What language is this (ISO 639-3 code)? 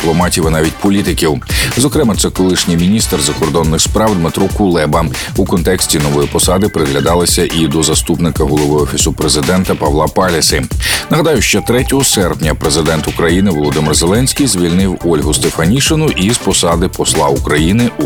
ukr